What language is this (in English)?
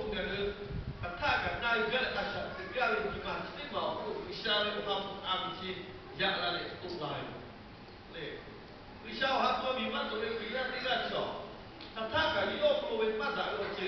Lahu